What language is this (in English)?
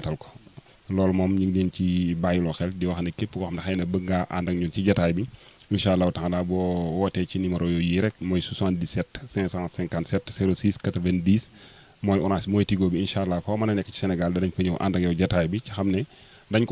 Wolof